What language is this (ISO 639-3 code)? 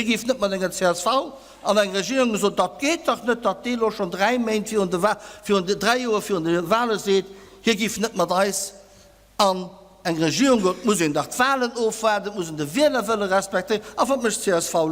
ltz